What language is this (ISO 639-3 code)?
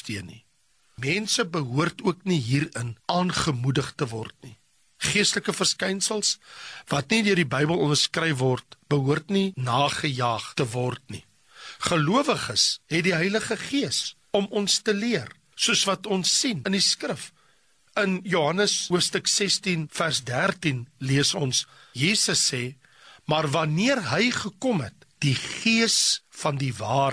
afr